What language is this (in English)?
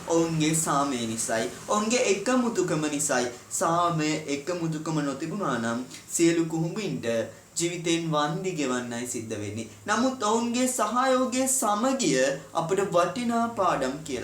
Sinhala